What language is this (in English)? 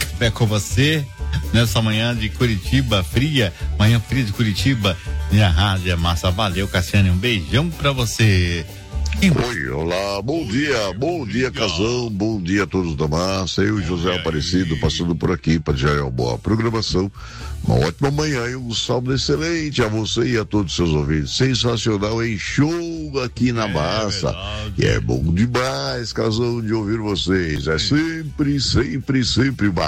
Portuguese